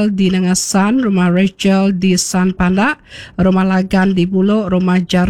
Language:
Iban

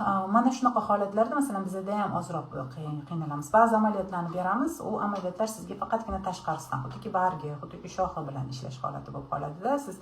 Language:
Uzbek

